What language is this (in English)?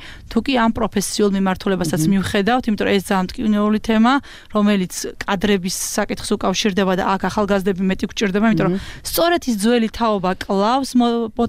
Georgian